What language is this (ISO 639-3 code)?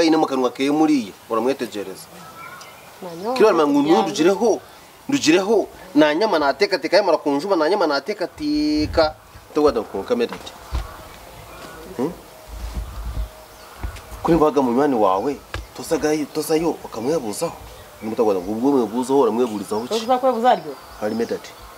kin